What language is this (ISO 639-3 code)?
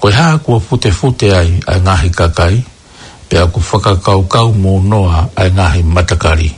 ton